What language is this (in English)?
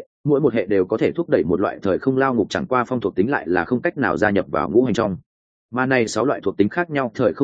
Vietnamese